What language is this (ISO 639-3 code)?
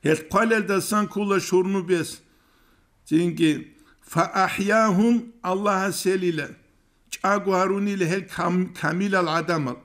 ava